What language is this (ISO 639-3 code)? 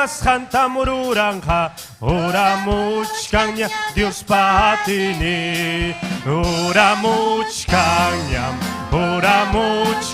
quy